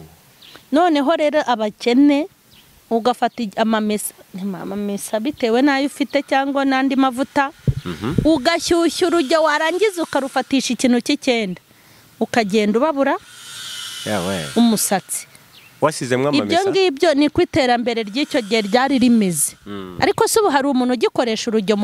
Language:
Kinyarwanda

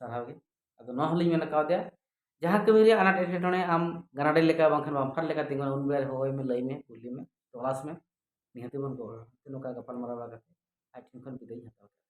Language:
Santali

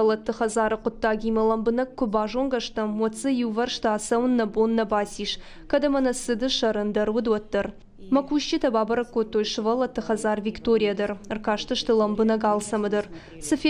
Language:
Ossetic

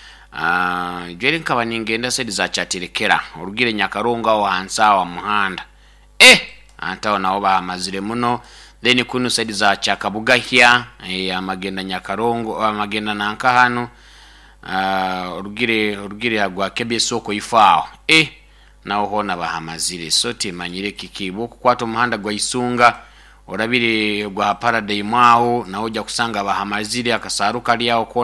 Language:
Nyoro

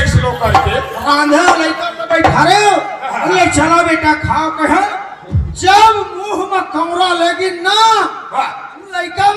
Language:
Chhattisgarhi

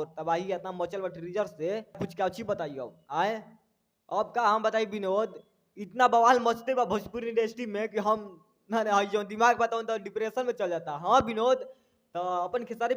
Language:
Bhojpuri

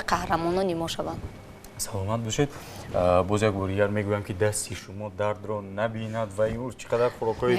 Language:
Tajik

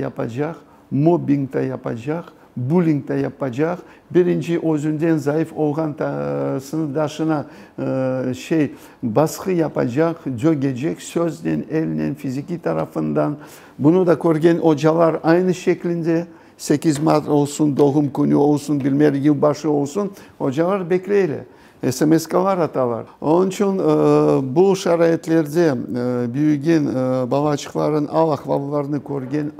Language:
Crimean Tatar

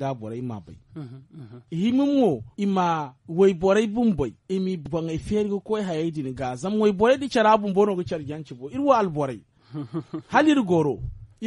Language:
Zarma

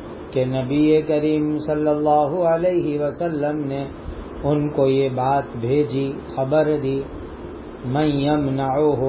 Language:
Urdu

